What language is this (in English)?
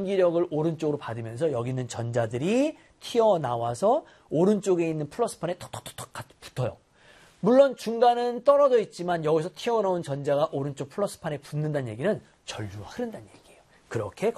Korean